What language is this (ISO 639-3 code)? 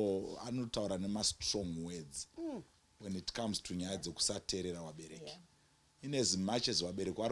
sna